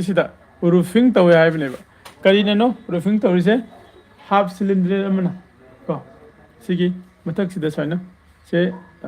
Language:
Manipuri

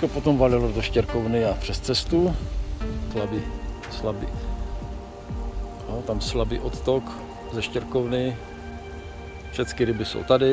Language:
Czech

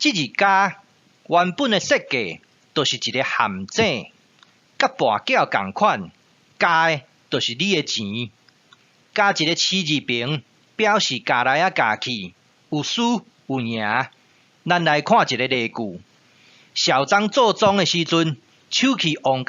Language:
Min Nan Chinese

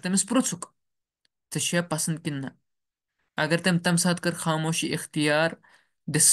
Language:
Kashmiri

